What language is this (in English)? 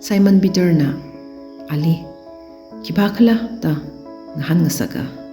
Tangkhul Naga (India)